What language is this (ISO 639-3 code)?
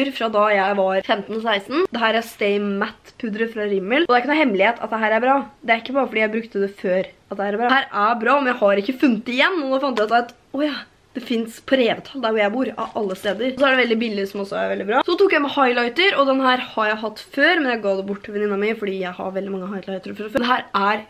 nor